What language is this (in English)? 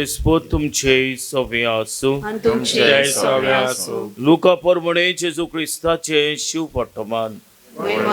Konkani